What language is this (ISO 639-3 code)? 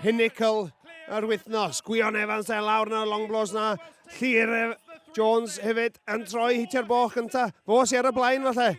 cym